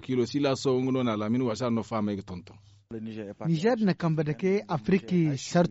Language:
Zarma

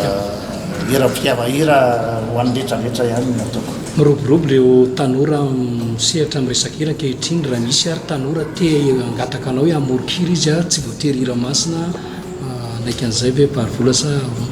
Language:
Malagasy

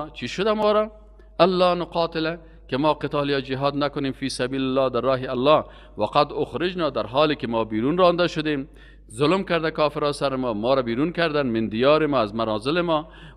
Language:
Persian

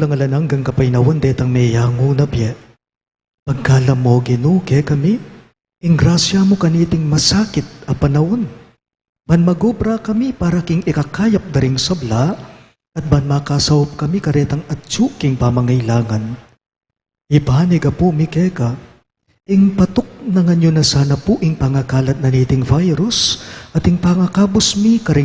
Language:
Pampanga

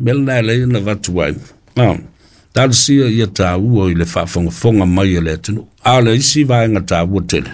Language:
Samoan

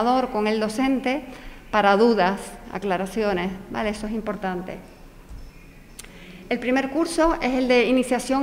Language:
Spanish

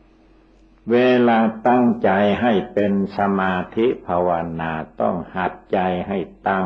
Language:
Thai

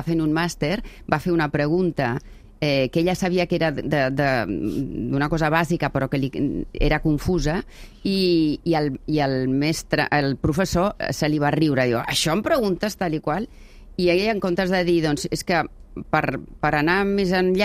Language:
Catalan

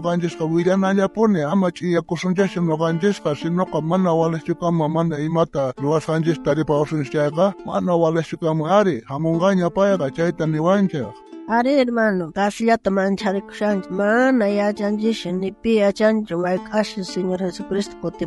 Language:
South Bolivian Quechua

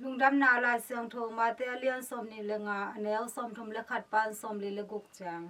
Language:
Tedim Chin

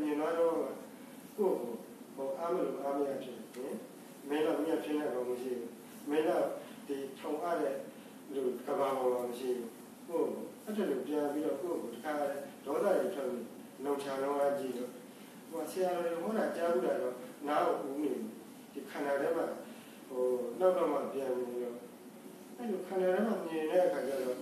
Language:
Burmese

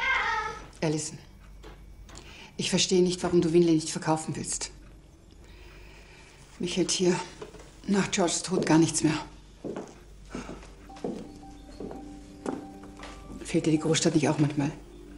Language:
German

